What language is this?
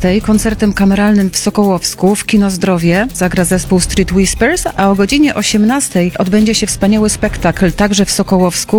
Polish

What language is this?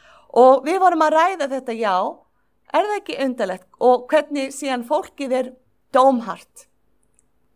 Icelandic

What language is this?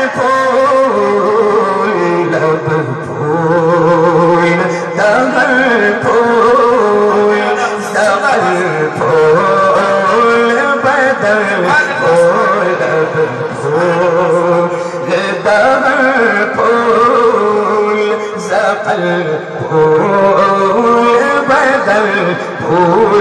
Urdu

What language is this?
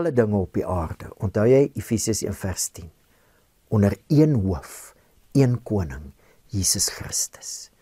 Afrikaans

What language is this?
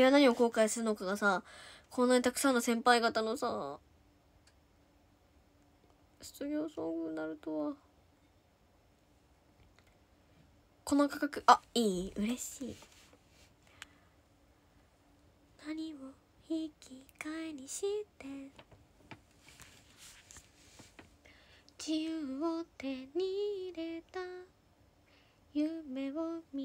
Japanese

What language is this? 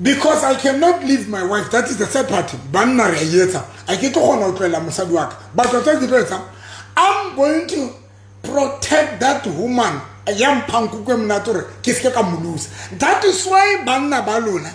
Southern Sotho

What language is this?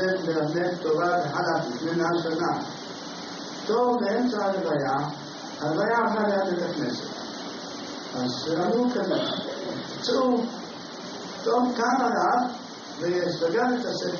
Hebrew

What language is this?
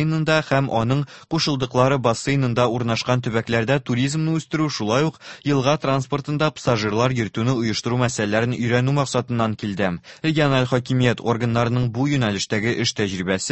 Tatar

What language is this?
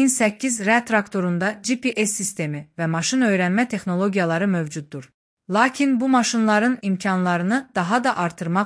Azerbaijani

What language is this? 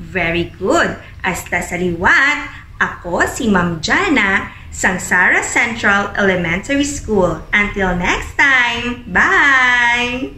Hiligaynon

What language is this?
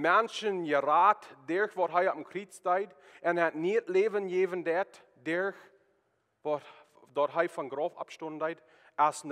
Plautdietsch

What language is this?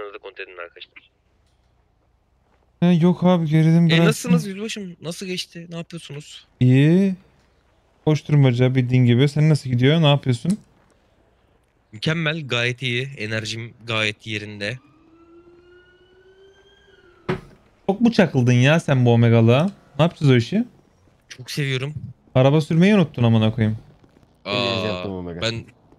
Turkish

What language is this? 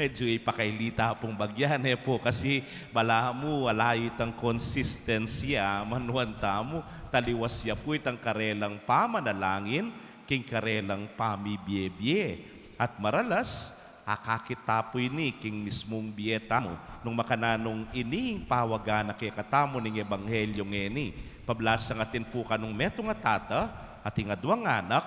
Pampanga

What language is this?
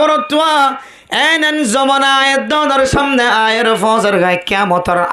Rohingya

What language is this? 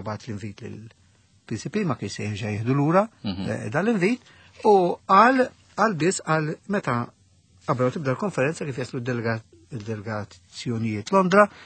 Maltese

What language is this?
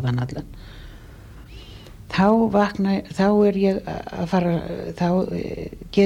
Icelandic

